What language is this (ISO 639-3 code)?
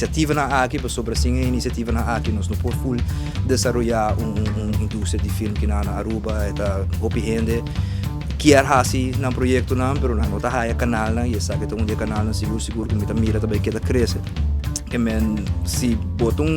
pap